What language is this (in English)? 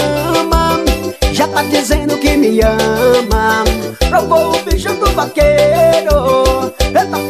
Portuguese